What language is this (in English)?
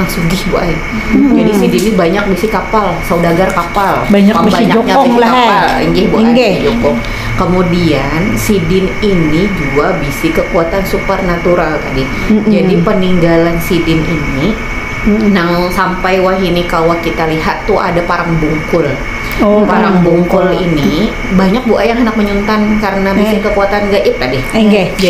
Banjar